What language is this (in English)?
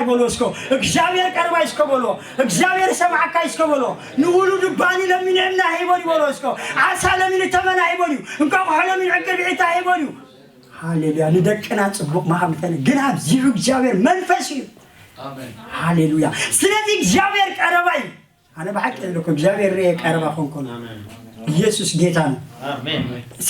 Tigrinya